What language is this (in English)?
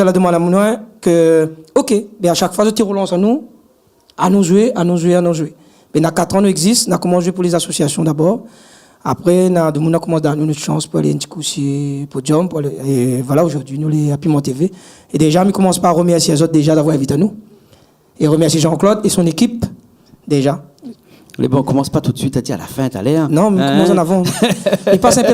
Réunion Creole French